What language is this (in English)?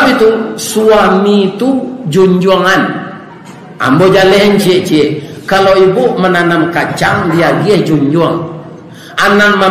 Minangkabau